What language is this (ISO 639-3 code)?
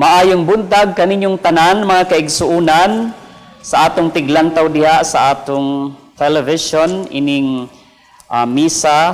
ceb